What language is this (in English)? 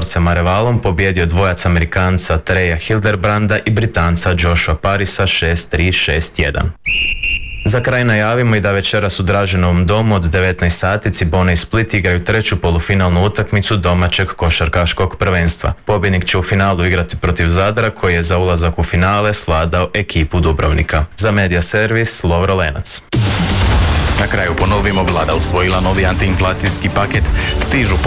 Croatian